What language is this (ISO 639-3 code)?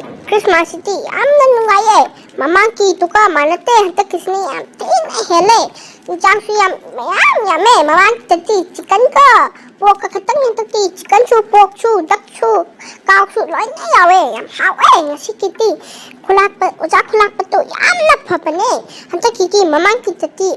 mni